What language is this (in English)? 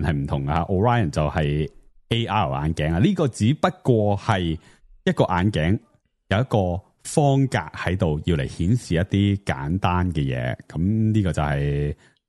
Cantonese